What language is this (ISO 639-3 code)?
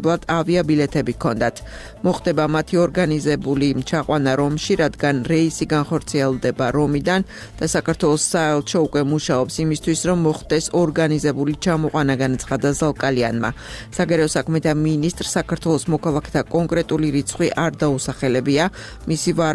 kat